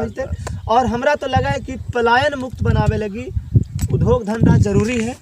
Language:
Magahi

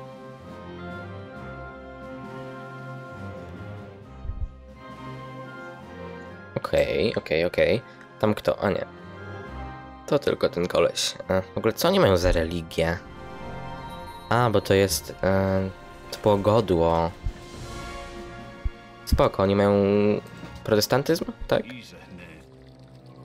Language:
Polish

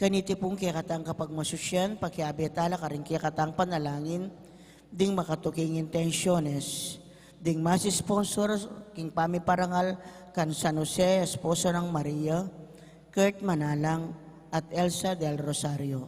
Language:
Pampanga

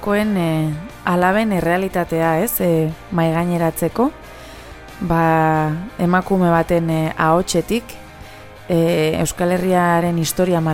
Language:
Basque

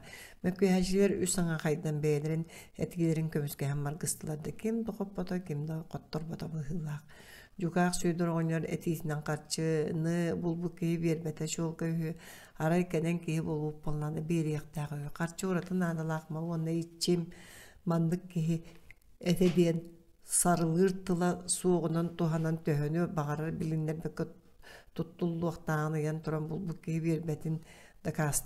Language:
Yakut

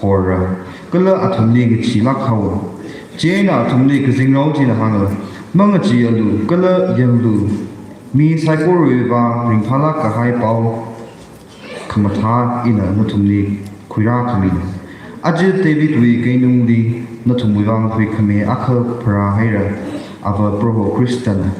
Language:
Tangkhul Naga (India)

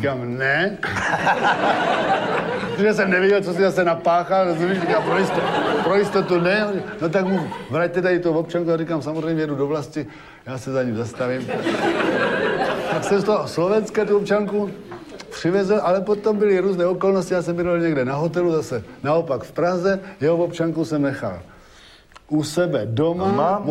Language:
Czech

